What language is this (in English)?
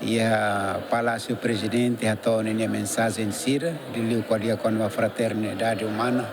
Tetum